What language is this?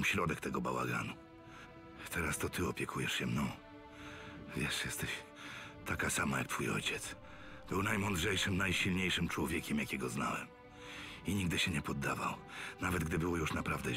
Polish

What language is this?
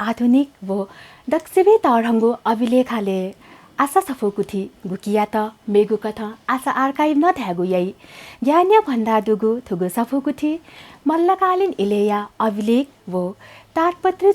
Newari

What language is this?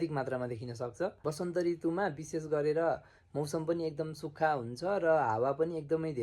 Nepali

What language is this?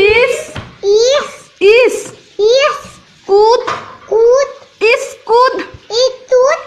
Mizo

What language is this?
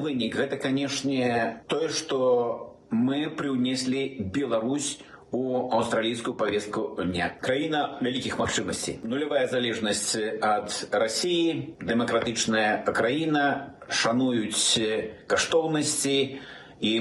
Belarusian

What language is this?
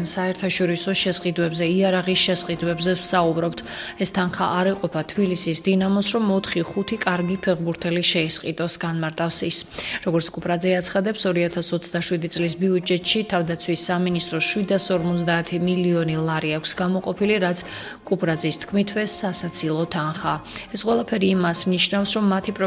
Georgian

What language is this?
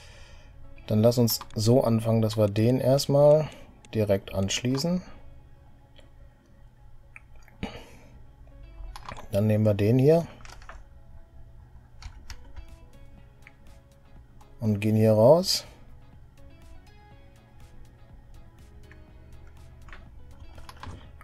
German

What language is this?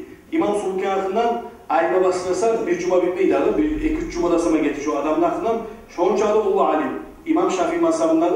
Kumyk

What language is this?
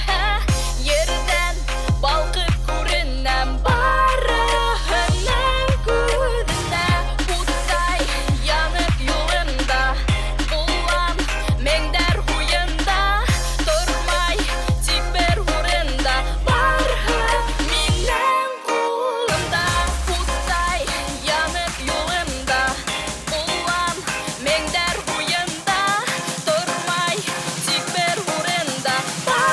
Bashkir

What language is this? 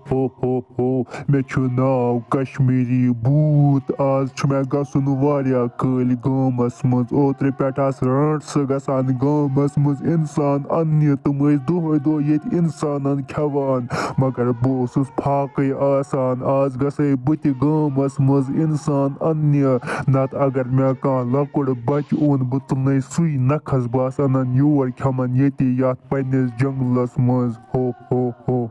Kashmiri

